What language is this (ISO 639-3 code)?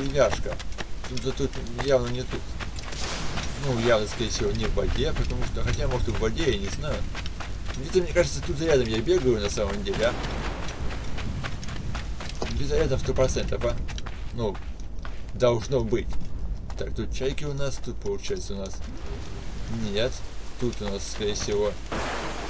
rus